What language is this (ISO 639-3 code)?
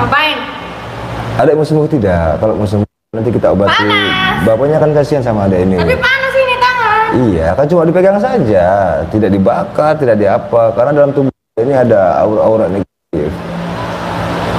ind